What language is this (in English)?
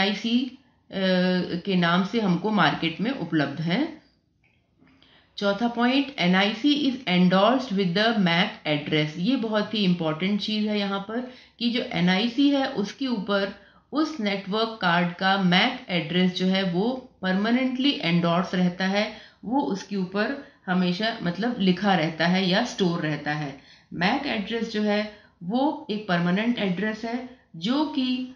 Hindi